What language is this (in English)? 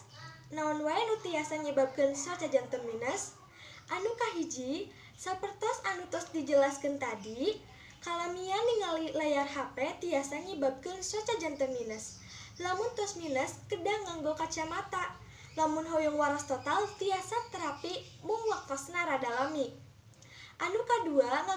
Sundanese